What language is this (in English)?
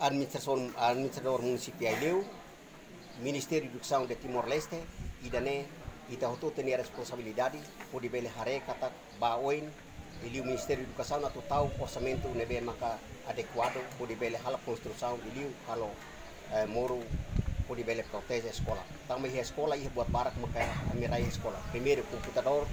Tetum